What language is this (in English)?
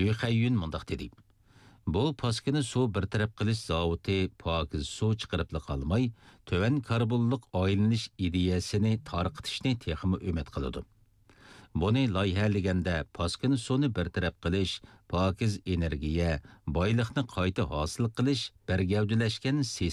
Uyghur